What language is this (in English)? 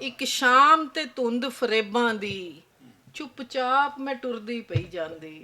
Western Panjabi